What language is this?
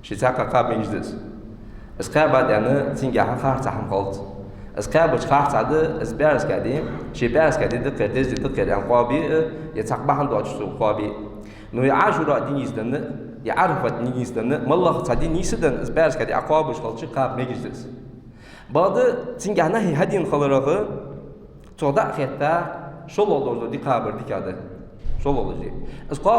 Ingush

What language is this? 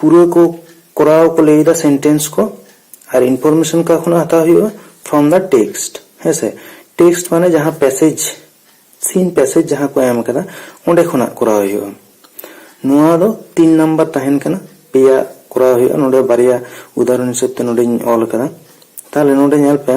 Santali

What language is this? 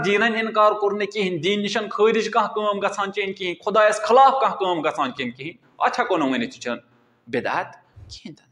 Kashmiri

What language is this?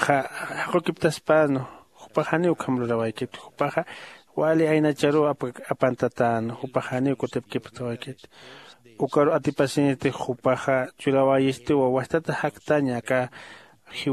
Aymara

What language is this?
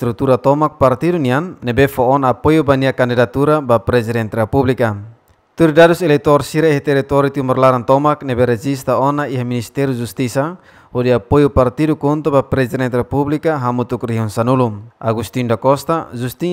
Tetum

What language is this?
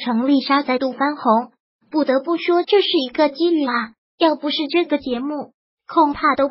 Chinese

